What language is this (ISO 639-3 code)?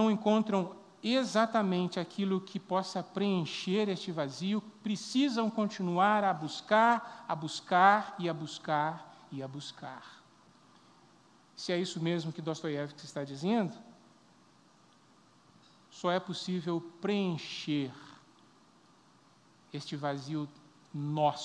por